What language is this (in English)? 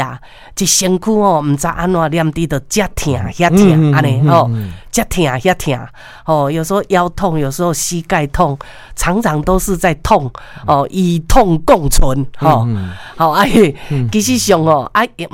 Min Nan Chinese